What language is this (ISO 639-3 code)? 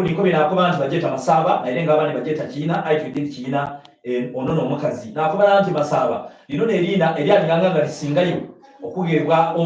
xog